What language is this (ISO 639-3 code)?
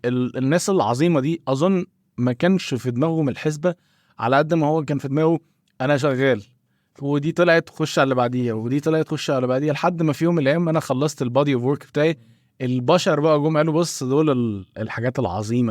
arz